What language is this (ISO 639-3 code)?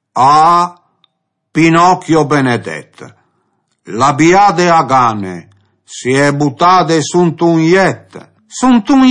fur